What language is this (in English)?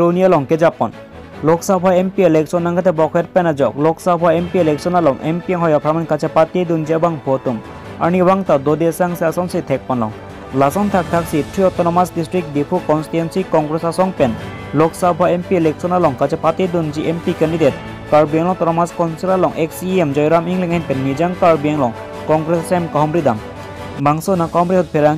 Karbi